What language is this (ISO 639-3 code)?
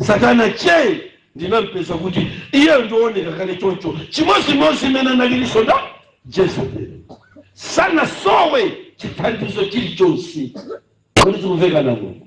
nya